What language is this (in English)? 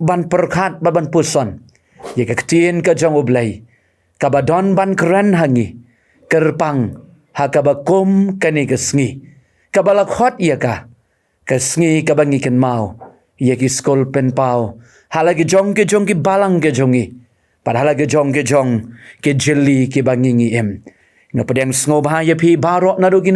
Khasi